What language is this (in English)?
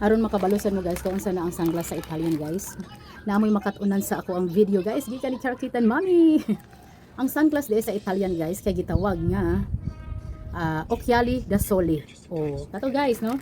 Cebuano